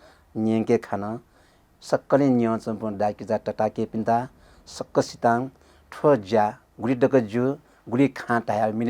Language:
Newari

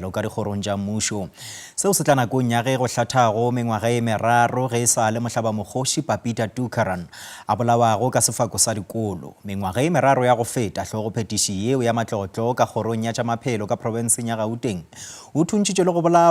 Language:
Northern Sotho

